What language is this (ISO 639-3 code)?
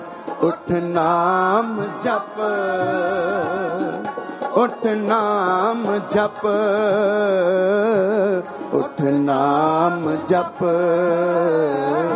pan